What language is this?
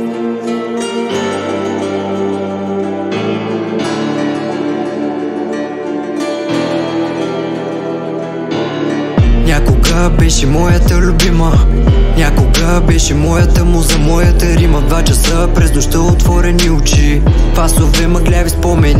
Bulgarian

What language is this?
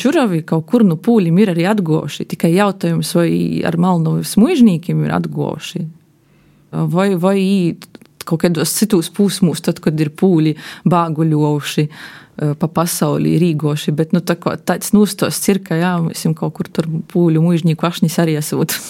Latvian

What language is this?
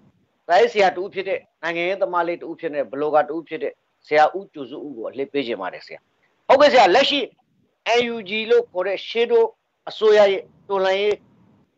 Burmese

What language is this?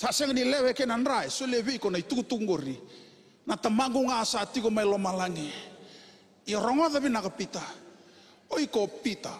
Fijian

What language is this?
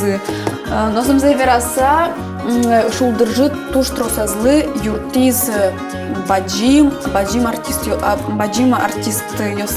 Udmurt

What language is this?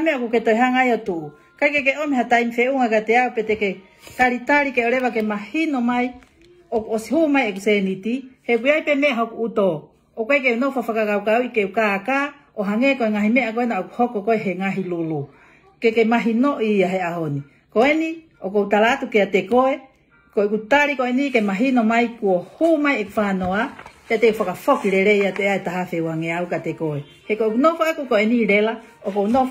Tongan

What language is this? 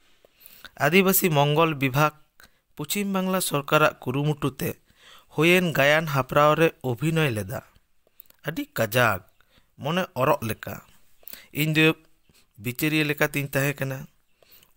Santali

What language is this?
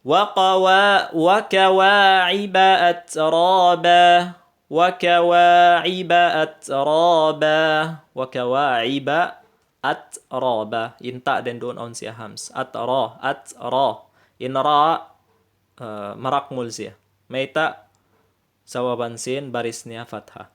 Tausug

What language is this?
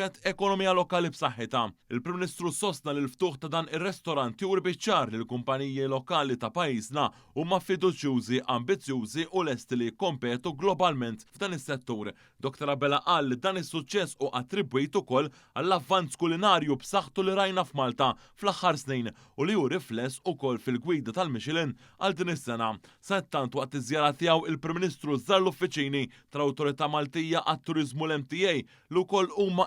Maltese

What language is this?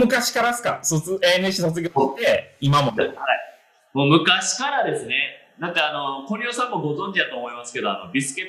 Japanese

